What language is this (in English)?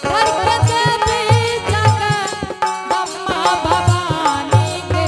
Angika